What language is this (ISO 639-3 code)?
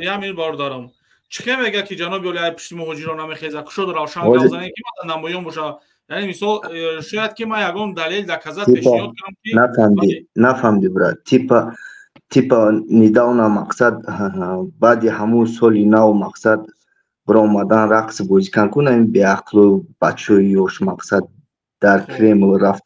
tgk